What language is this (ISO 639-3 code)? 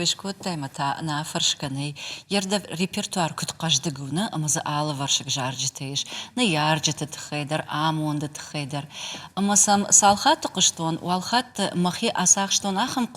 oss